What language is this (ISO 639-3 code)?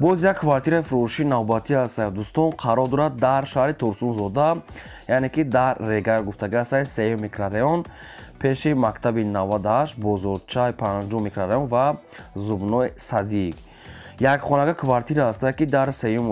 tgk